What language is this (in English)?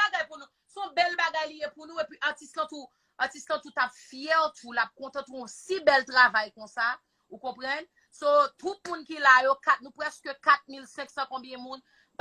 Haitian Creole